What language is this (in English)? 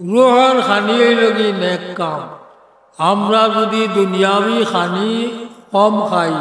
Sylheti